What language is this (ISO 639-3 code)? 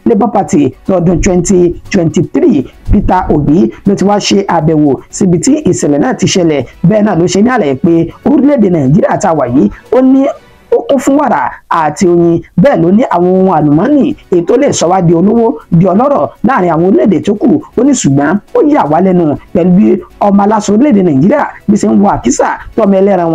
yor